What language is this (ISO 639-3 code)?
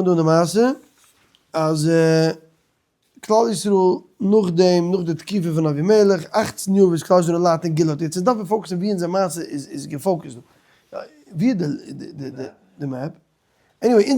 yid